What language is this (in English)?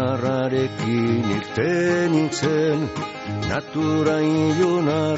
Basque